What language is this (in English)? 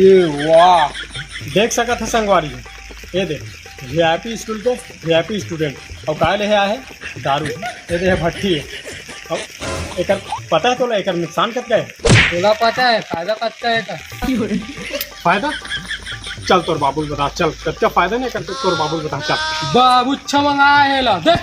Chhattisgarhi